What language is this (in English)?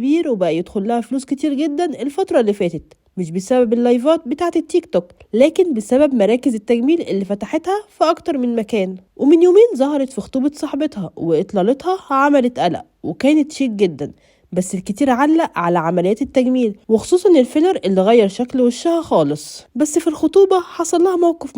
Egyptian Arabic